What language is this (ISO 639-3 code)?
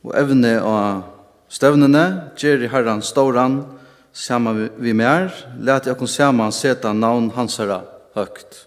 fao